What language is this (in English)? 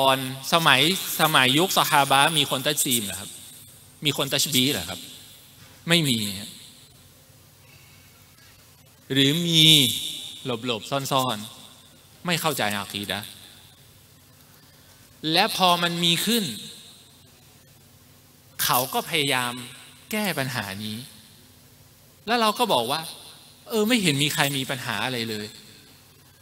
Thai